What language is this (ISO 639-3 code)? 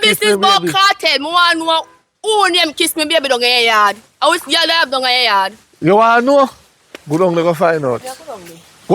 jam